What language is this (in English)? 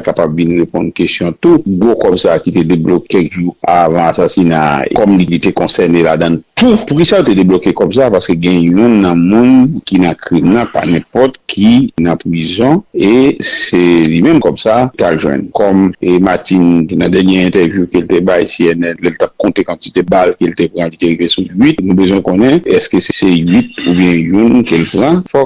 Haitian Creole